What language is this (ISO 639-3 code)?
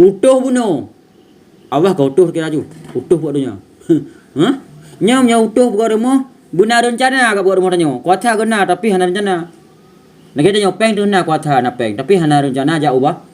ace